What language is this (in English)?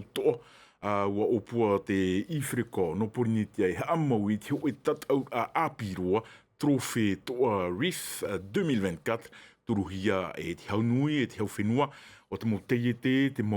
Tahitian